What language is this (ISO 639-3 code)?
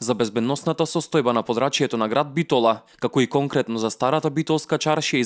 mkd